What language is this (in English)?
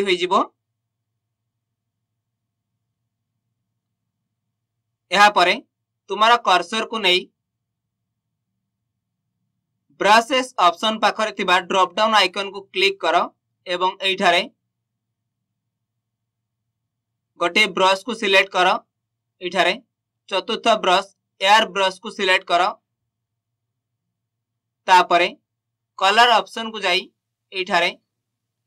Odia